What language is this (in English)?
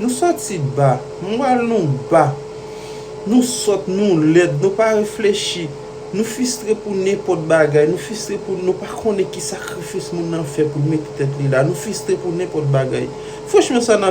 Haitian Creole